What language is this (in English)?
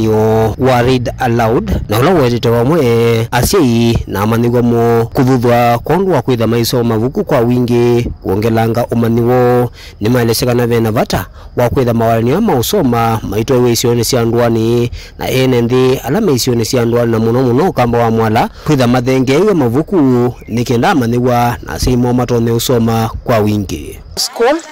Kamba